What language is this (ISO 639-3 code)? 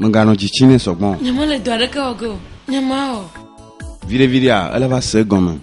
ewe